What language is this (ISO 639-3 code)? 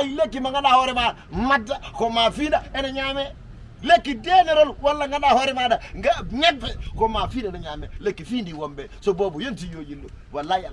ful